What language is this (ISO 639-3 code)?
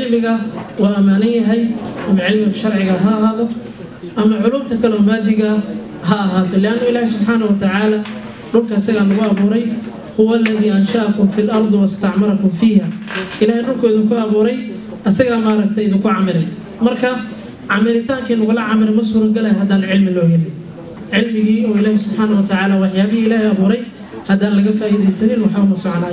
som